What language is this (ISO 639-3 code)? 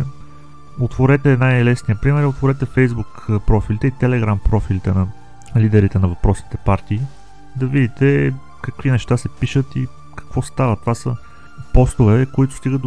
bul